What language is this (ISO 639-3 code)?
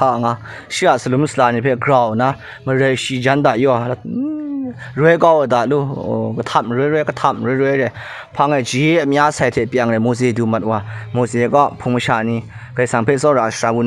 kac